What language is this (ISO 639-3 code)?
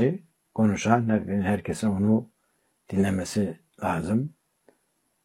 tur